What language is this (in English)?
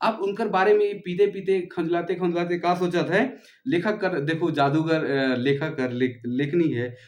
Sadri